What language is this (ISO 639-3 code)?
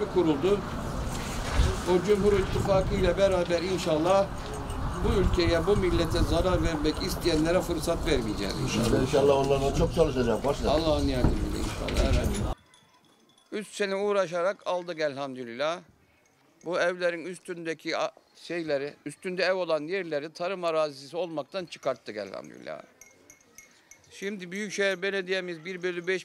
tur